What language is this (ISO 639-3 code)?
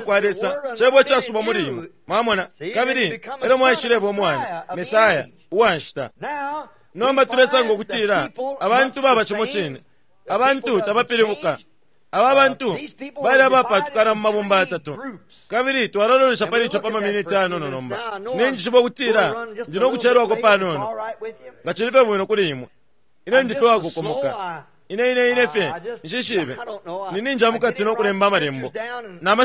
bem